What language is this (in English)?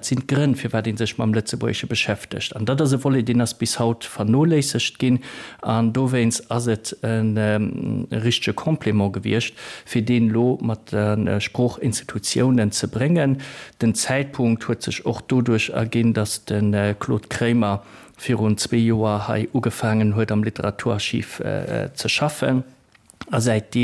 Luxembourgish